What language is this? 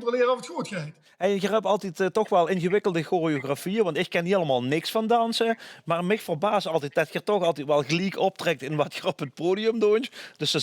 Limburgish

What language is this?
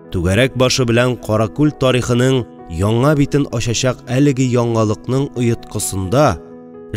Tatar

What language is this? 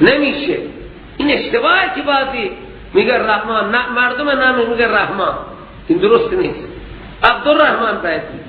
Persian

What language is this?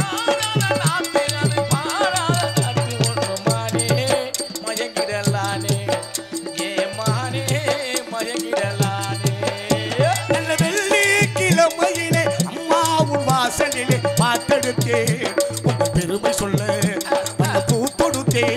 Tamil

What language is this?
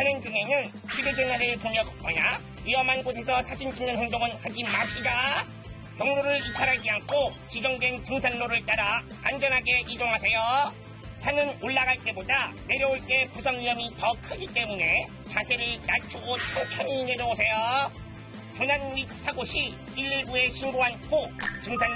Korean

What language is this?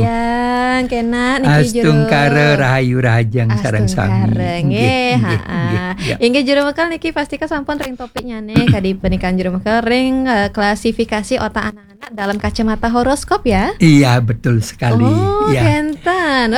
Balinese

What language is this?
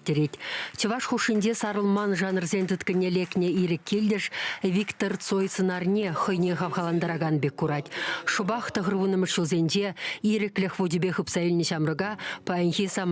Chuvash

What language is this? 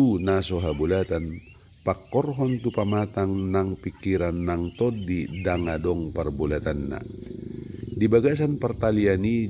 Batak Toba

